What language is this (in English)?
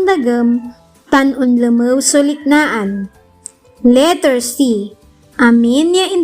Pangasinan